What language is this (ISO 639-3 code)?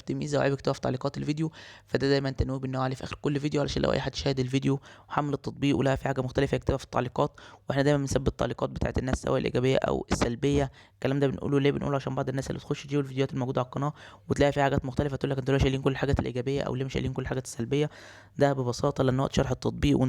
arz